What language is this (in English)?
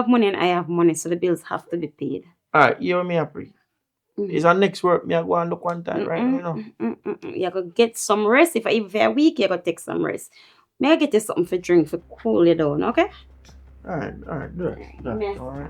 Jamaican Creole English